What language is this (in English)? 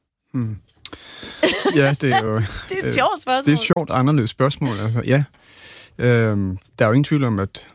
Danish